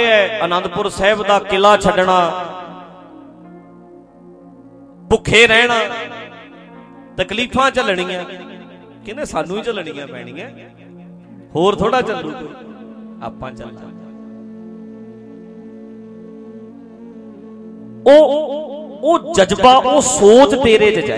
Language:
Punjabi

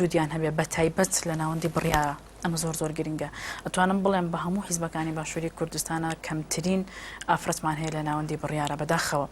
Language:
Central Kurdish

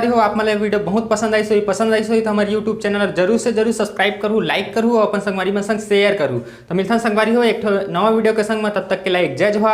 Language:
Chhattisgarhi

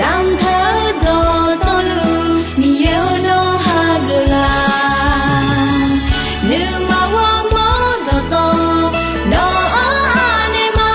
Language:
Akha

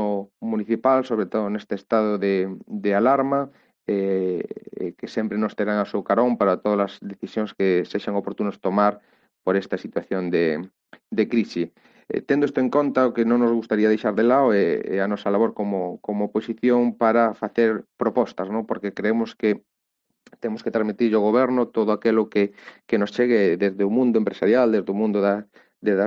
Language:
Galician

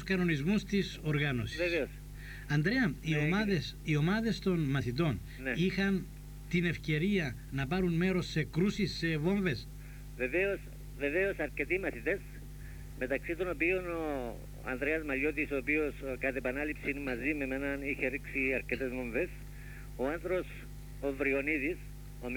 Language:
Greek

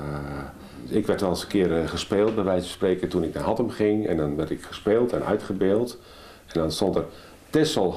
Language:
Dutch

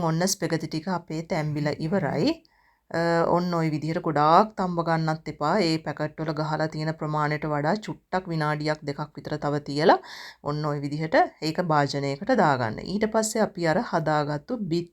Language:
Sinhala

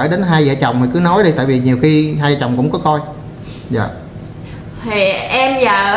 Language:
Vietnamese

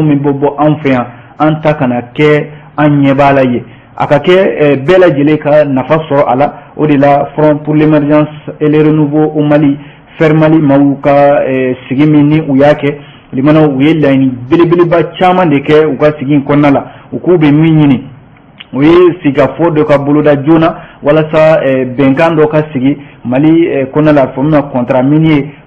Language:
Bambara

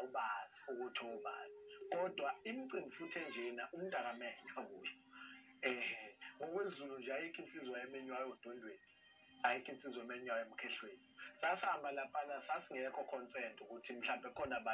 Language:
Zulu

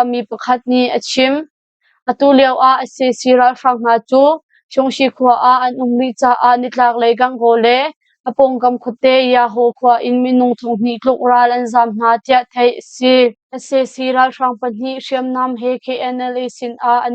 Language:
Hakha Chin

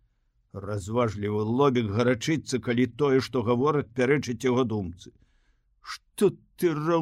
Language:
Belarusian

